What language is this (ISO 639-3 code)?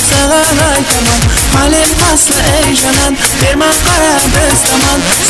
kaa